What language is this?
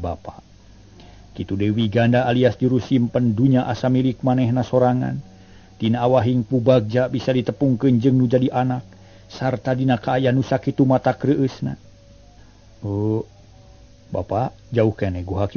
Sundanese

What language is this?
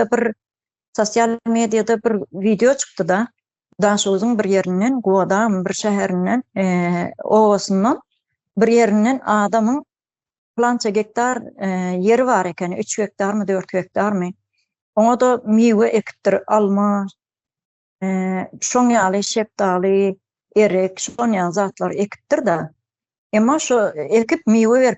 Turkmen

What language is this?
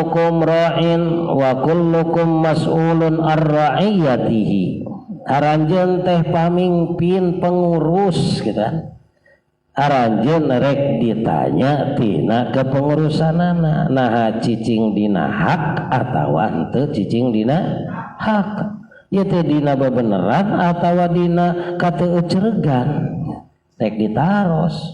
Sundanese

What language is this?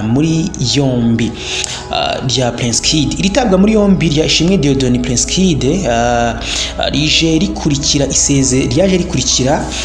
Kinyarwanda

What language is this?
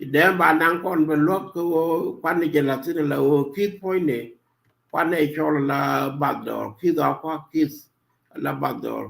Nuer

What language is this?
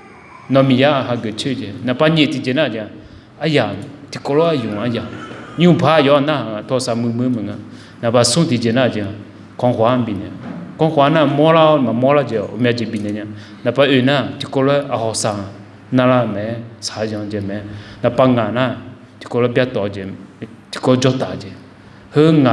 Akha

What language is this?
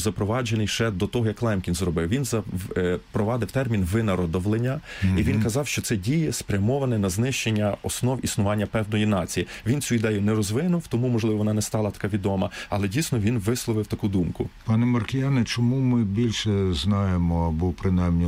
Ukrainian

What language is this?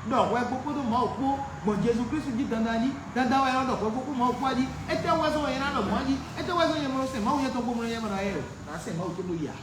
Fon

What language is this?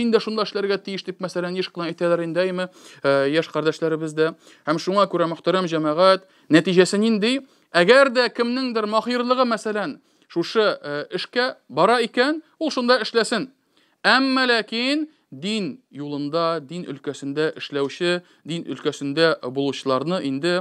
Tatar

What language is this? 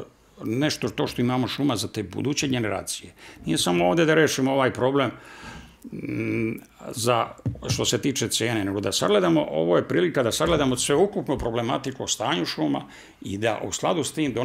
Serbian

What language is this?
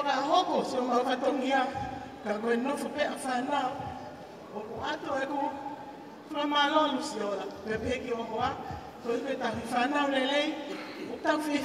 Tongan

